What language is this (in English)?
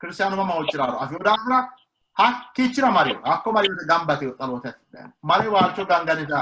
Sidamo